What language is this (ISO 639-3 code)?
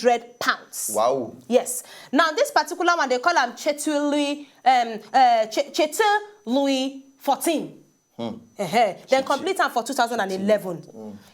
pcm